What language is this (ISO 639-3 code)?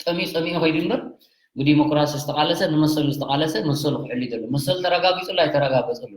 tir